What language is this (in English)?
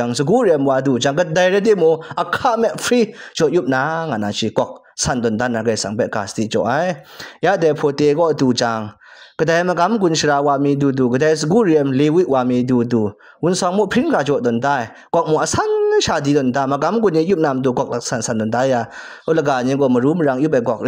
Kachin